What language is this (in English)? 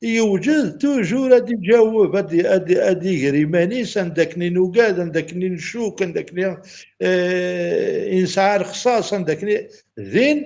Kabyle